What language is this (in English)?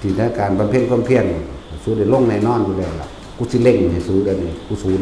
Northeastern Thai